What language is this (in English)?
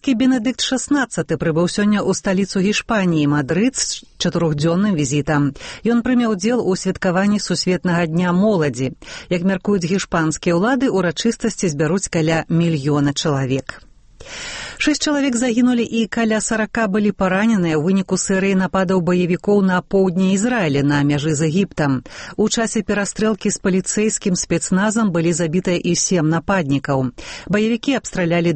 Belarusian